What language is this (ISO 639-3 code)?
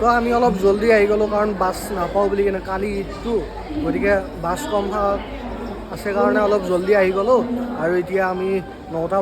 asm